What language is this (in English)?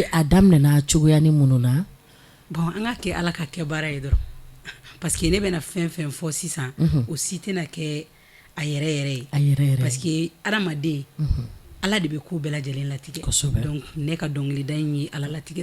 Bambara